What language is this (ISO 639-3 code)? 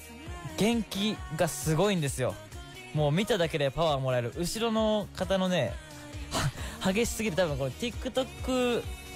jpn